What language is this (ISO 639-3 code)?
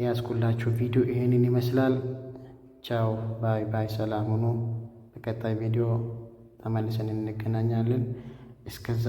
amh